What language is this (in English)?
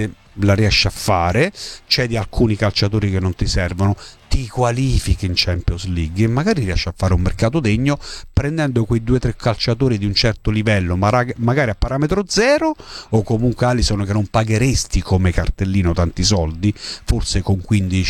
Italian